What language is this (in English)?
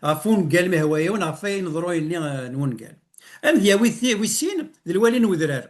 Kabyle